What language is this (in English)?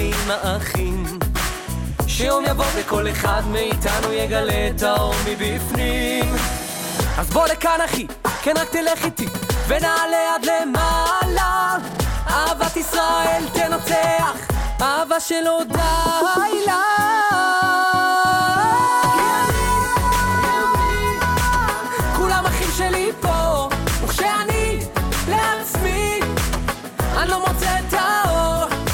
Hebrew